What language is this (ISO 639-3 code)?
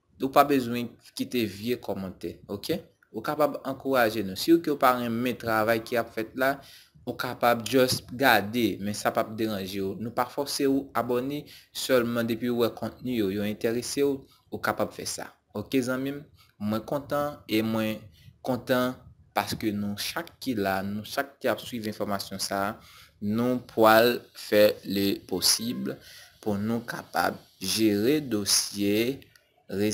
hat